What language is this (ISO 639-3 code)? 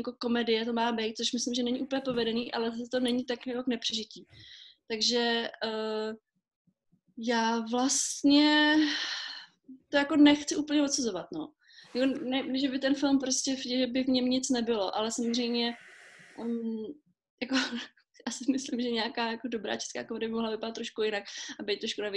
ces